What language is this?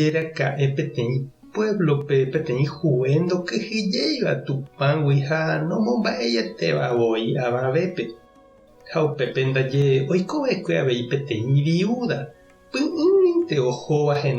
Guarani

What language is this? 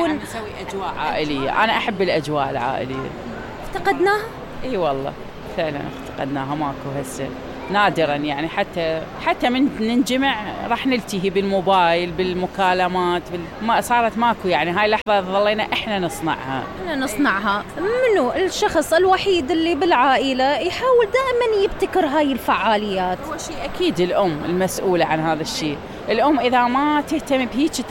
Mesopotamian Arabic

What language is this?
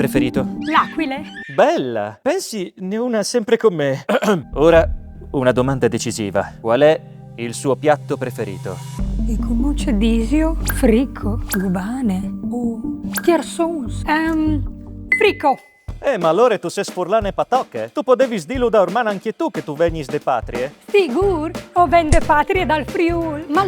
Friulian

